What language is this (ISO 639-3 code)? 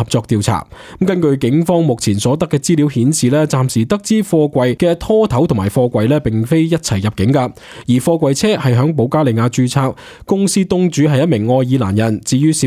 yue